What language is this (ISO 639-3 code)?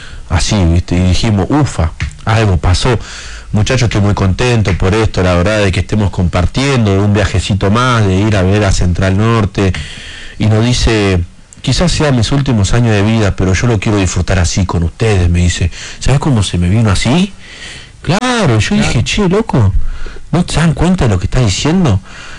spa